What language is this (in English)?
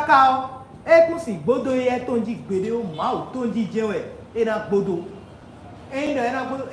Fon